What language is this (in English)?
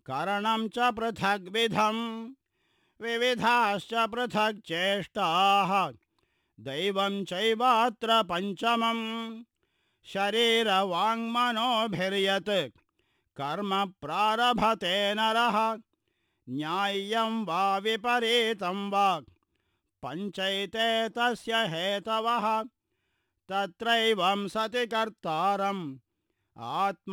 Sanskrit